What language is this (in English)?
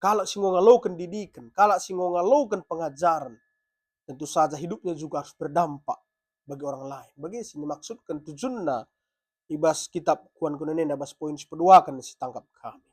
Batak Karo